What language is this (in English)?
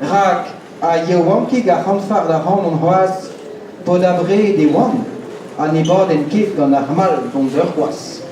Breton